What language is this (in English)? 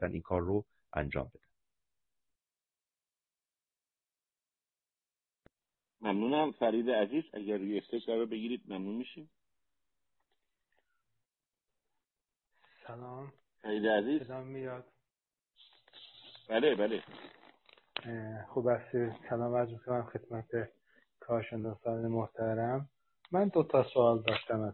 Persian